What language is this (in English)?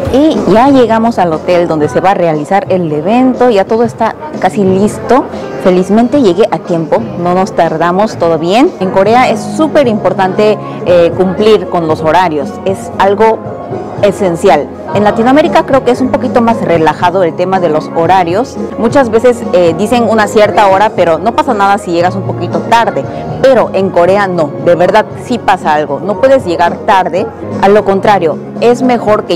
Spanish